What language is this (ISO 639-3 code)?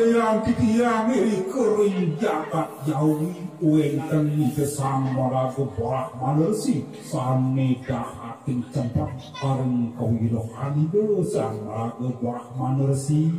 ban